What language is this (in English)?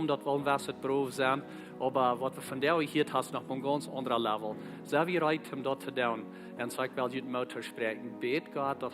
Plautdietsch